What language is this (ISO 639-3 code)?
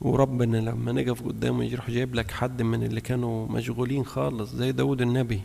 arz